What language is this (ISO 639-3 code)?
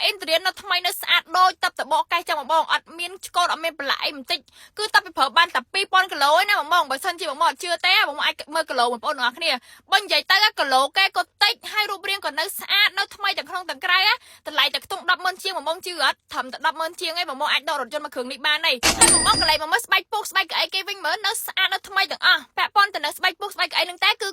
khm